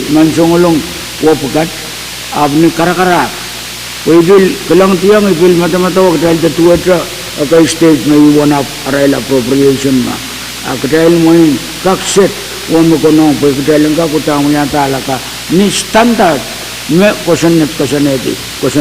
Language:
Pohnpeian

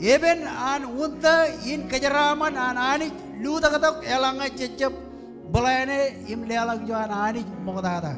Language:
Marshallese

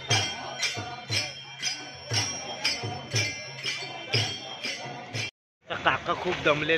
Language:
Marathi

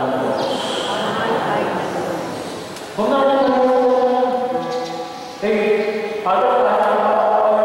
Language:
Filipino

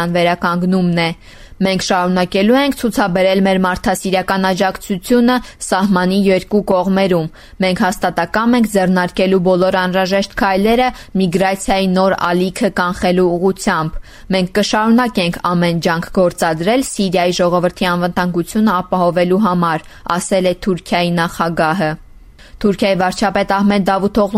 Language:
Armenian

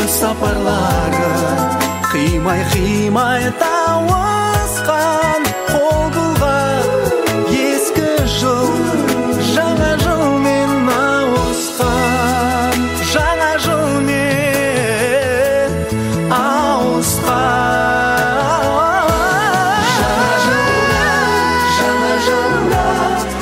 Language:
Kazakh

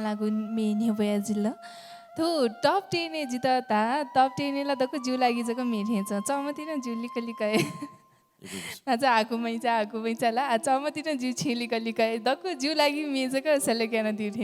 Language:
Newari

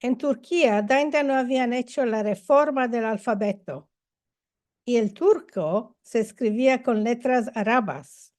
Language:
Ladino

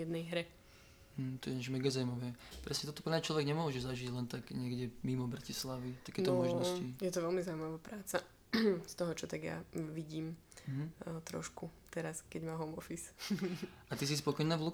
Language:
Slovak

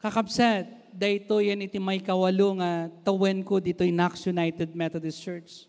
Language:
Iloko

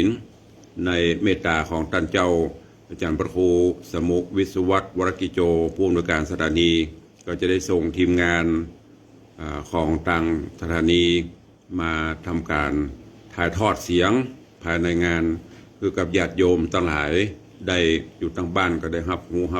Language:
Northern Thai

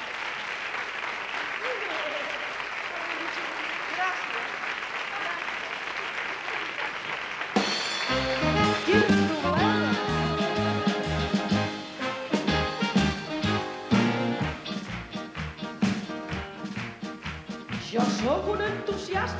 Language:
Catalan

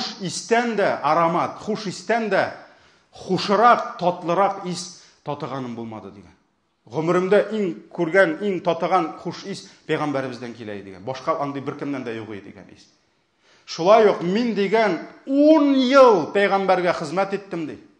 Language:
Tatar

